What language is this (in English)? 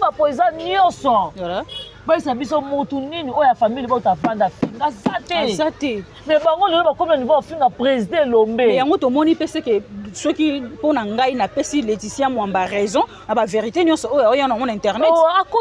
Lingala